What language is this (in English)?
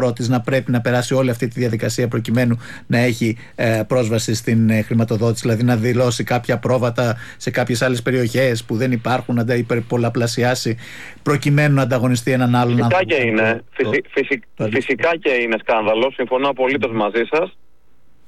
Greek